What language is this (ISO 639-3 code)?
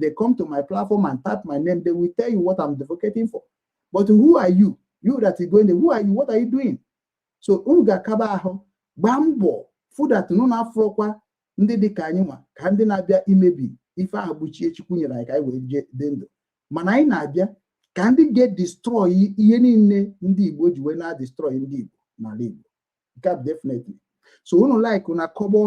ibo